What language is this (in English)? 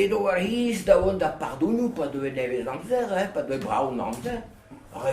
Breton